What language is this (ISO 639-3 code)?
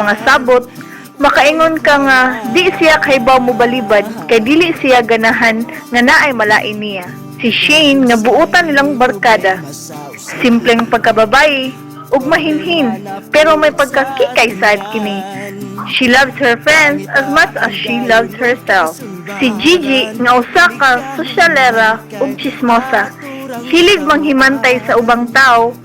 ceb